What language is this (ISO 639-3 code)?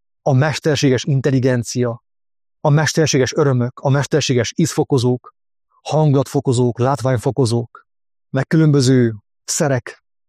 hun